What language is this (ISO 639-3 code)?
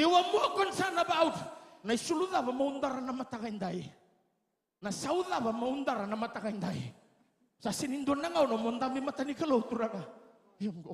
fij